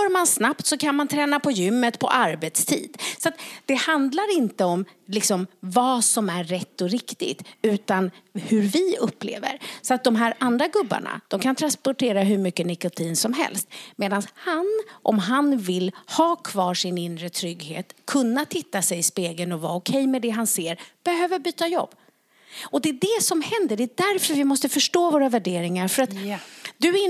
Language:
Swedish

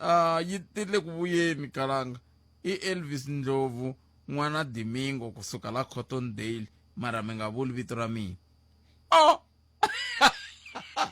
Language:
Tsonga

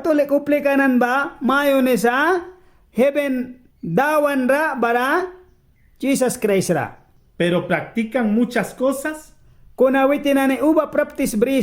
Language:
Mískito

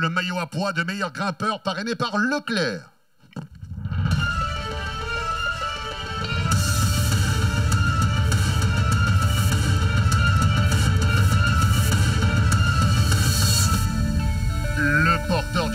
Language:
French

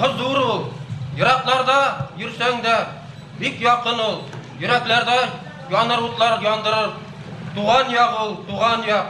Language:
Bashkir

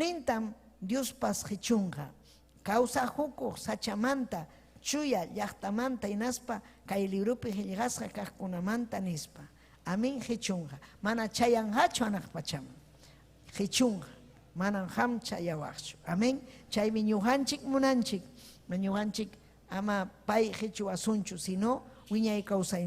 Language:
Ayacucho Quechua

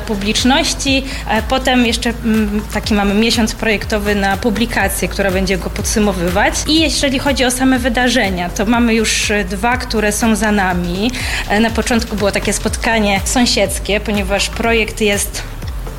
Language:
Polish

